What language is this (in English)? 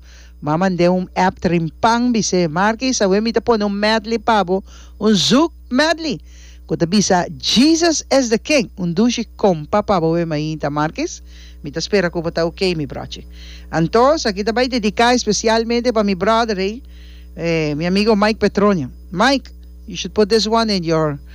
Papiamento